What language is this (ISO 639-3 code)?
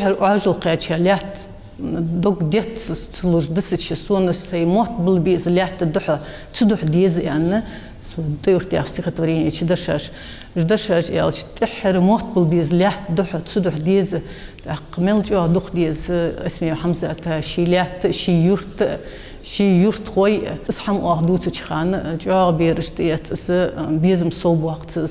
inh